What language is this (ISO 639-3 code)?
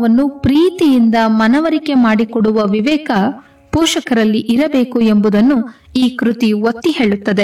kan